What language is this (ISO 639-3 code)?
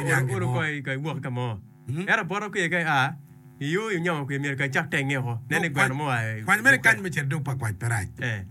ach